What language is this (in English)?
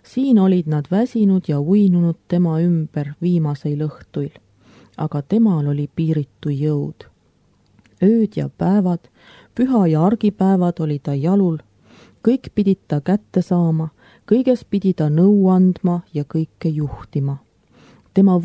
Estonian